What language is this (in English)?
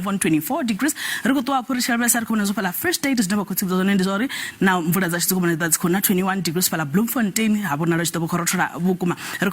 Venda